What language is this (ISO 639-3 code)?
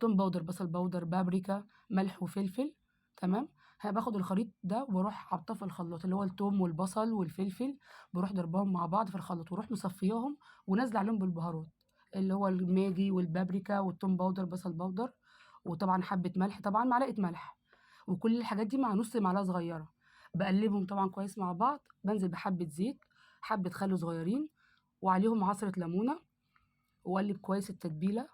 arz